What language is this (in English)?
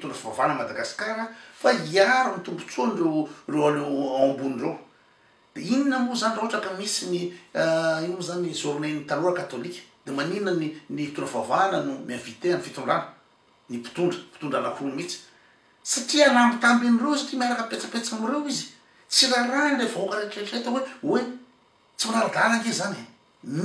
Malagasy